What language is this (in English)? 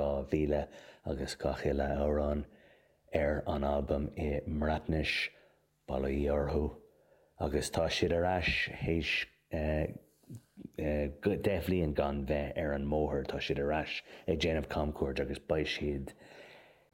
Irish